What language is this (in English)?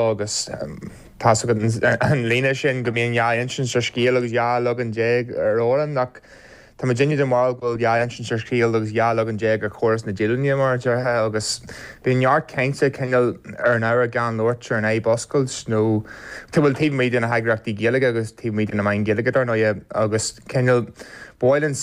Irish